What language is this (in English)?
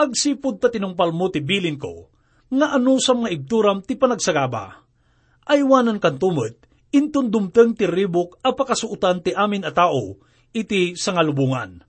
Iloko